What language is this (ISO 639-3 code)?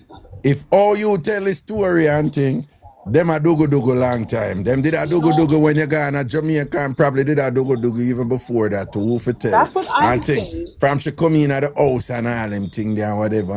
jam